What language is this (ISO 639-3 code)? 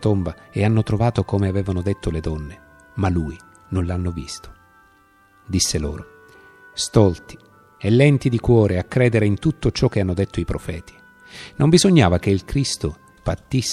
ita